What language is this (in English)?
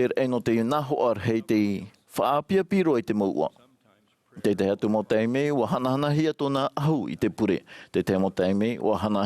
Tahitian